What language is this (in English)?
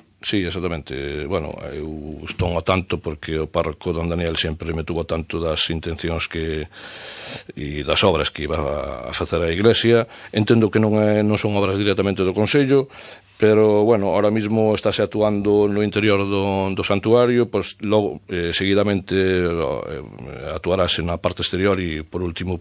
Galician